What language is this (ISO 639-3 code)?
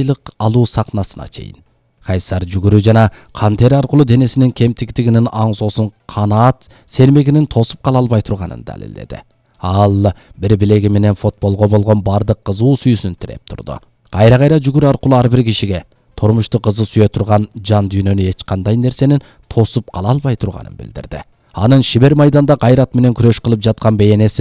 kir